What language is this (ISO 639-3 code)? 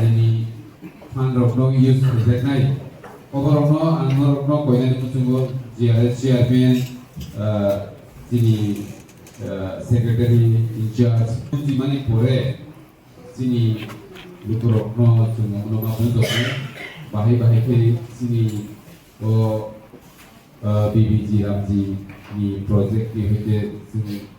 trp